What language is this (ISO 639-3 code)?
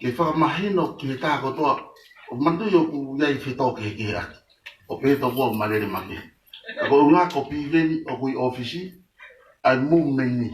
ton